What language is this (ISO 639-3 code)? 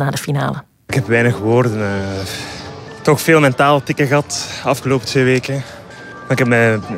nld